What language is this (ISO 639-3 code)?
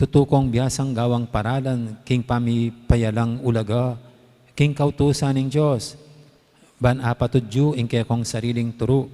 pam